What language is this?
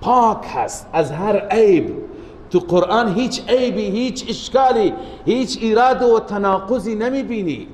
Persian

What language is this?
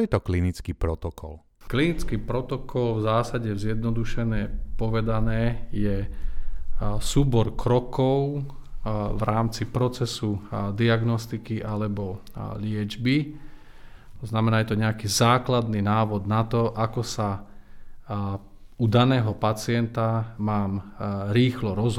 Slovak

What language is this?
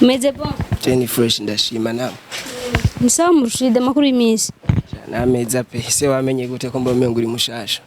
Rundi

